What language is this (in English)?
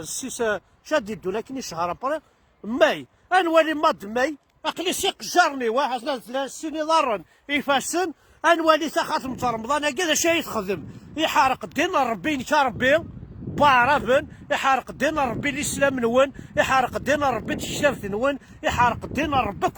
Kabyle